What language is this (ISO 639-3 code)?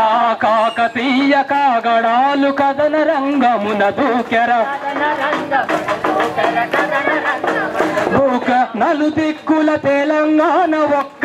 tel